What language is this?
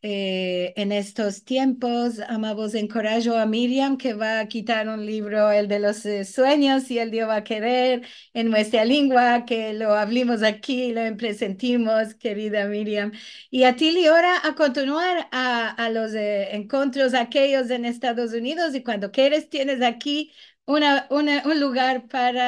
Ladino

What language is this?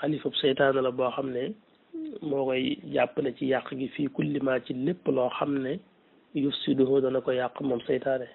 Wolof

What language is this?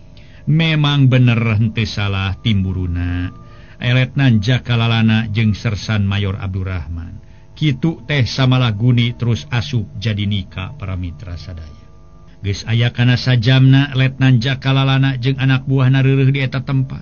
Sundanese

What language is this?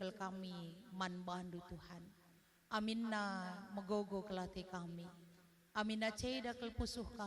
Batak Karo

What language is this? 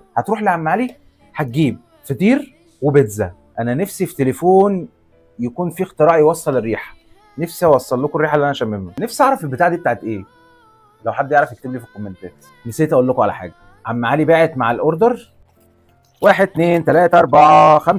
Egyptian Arabic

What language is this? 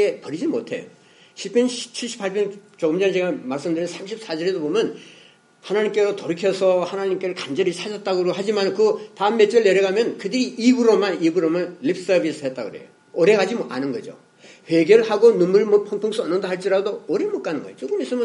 Korean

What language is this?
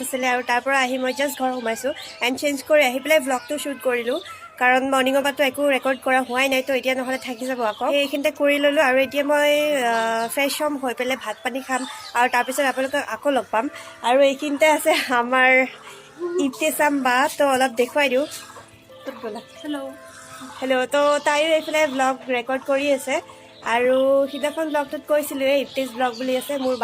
Assamese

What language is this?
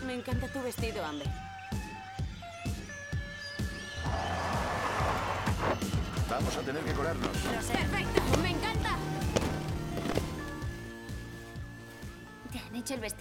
Spanish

